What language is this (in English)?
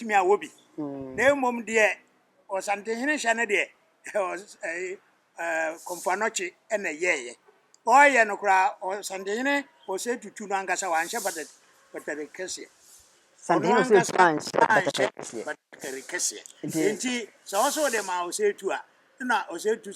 Akan